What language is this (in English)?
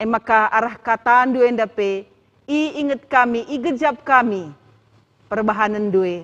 Batak Karo